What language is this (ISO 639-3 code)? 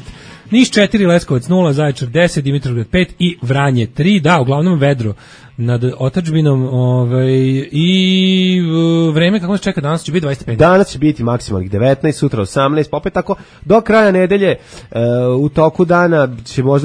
srp